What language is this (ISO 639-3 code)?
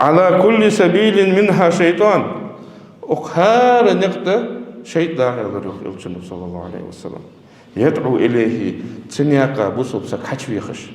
inh